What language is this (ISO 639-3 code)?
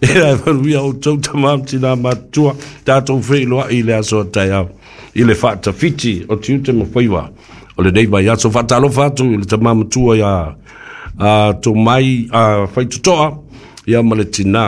smo